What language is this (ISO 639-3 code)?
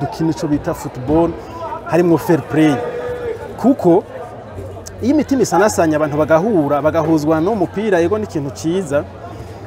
run